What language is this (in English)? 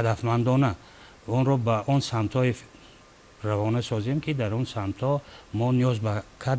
Tajik